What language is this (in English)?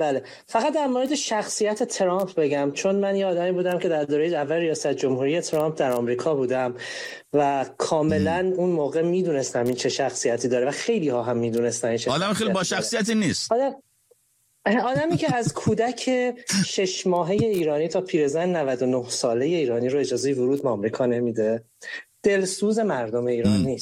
Persian